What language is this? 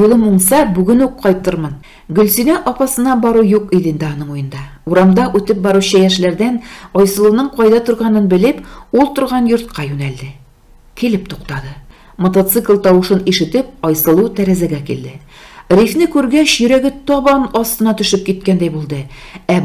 Tatar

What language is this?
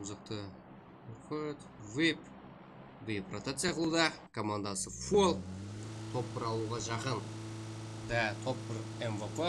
Kara-Kalpak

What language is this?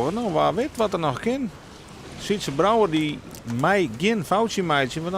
Western Frisian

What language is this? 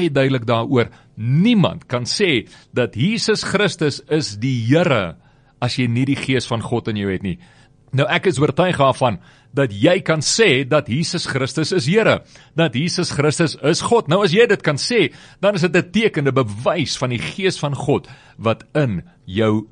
Afrikaans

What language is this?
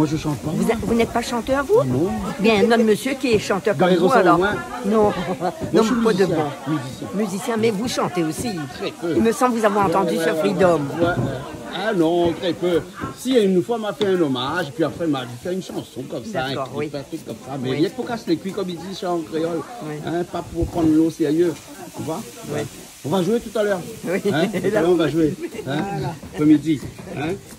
Réunion Creole French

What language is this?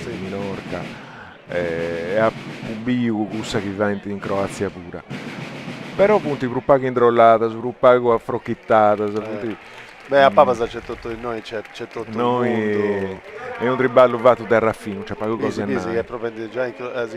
Sardinian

